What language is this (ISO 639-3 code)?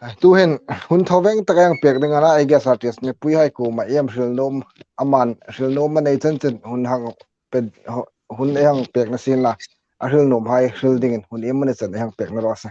hmr